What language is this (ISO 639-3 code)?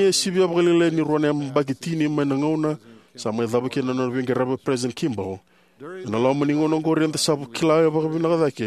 fij